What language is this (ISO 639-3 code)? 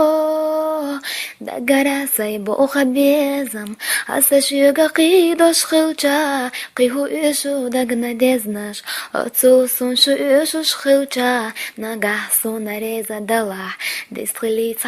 che